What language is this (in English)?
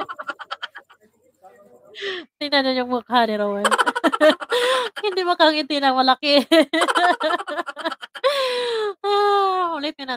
Filipino